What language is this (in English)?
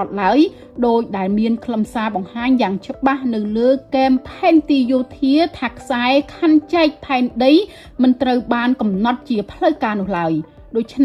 Khmer